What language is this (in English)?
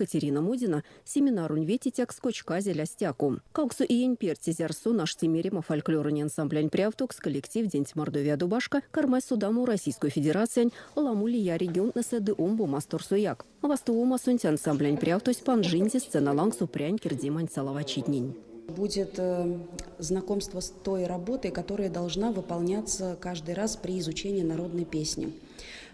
Erzya